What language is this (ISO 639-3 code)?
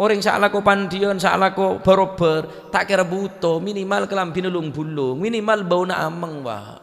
mad